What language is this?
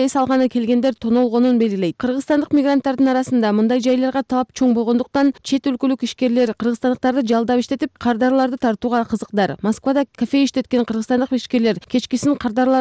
Kyrgyz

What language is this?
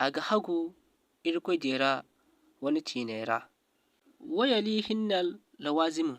Zarma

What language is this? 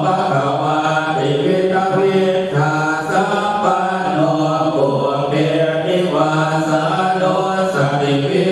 Pali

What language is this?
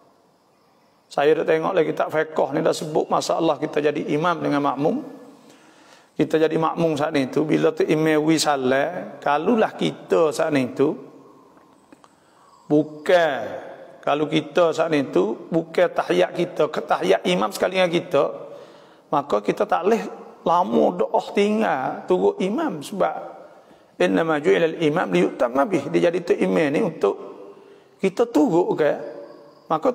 Malay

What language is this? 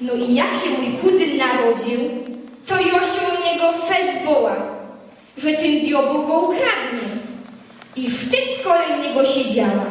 Silesian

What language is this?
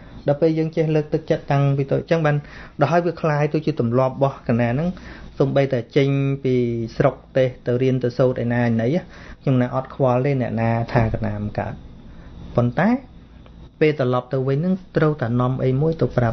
Khmer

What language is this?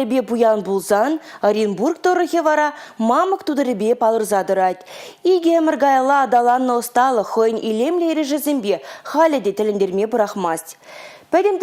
Chuvash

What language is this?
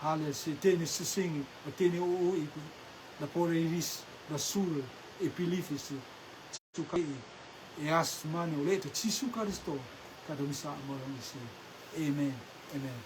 Rotuman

